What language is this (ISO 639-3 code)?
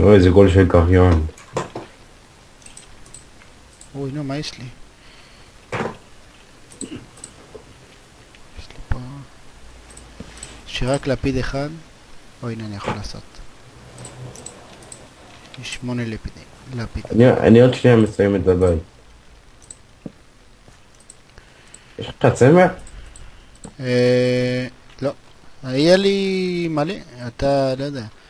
heb